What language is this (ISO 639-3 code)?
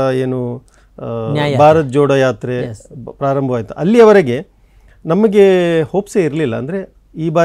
kan